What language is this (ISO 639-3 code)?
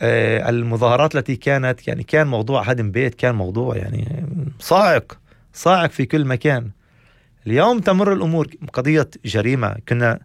apc